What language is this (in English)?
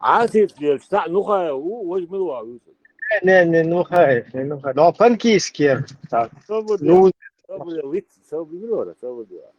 Chechen